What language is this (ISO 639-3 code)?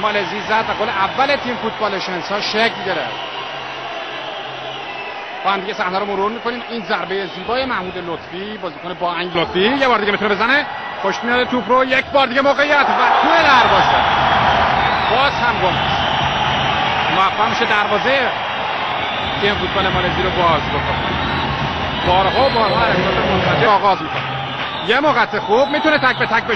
fas